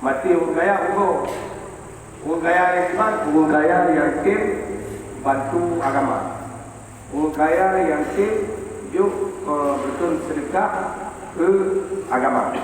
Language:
Achinese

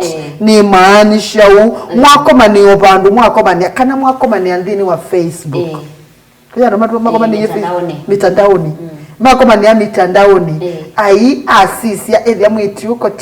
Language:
Kamba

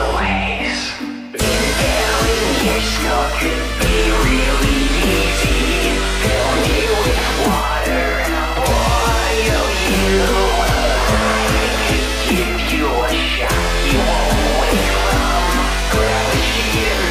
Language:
English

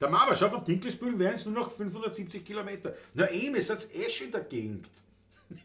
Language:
Bavarian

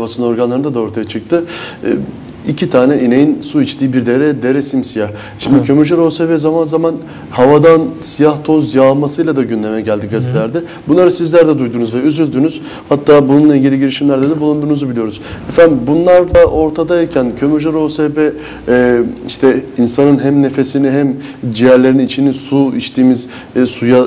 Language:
Turkish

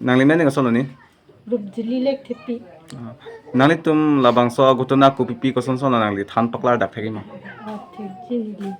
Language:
Karbi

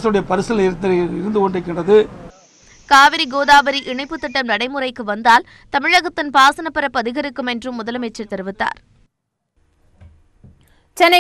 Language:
Tamil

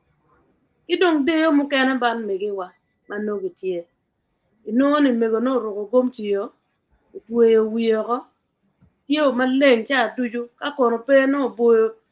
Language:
Acoli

